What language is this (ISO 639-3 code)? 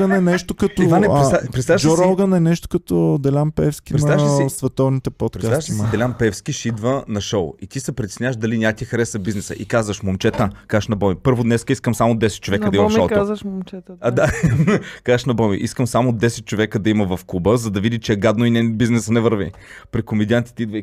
bul